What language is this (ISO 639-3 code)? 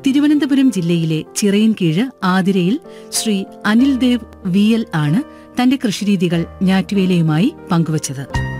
mal